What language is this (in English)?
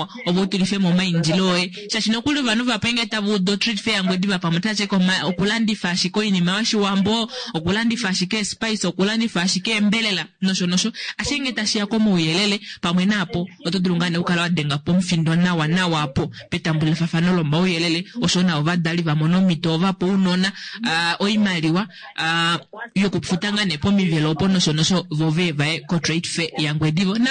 Kuanyama